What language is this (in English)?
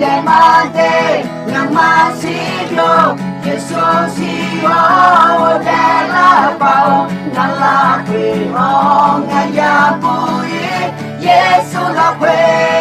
Akha